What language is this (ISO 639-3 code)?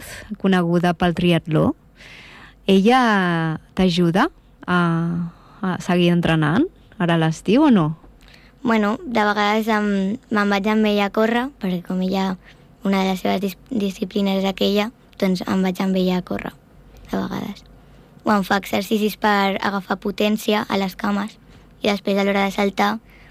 cat